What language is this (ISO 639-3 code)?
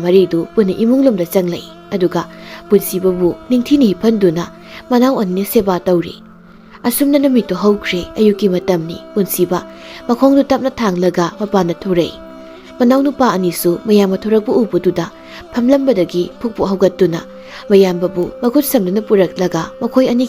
mni